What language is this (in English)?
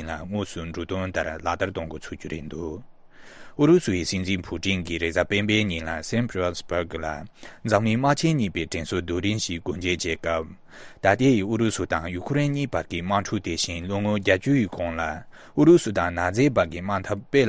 Tibetan